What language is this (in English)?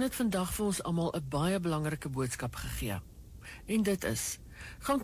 Afrikaans